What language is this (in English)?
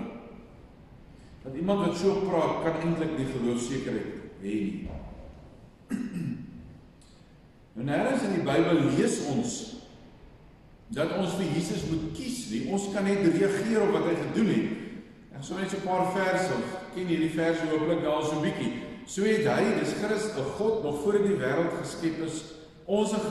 Afrikaans